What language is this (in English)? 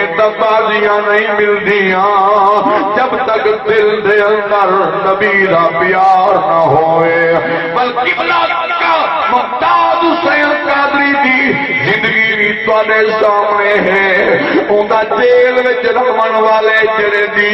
Saraiki